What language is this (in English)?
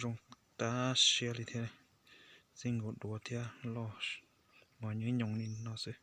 Hmong